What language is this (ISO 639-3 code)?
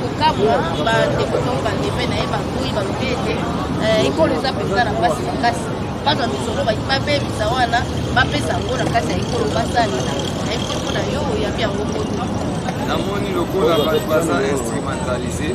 lin